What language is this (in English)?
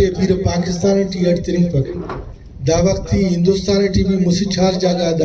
Brahui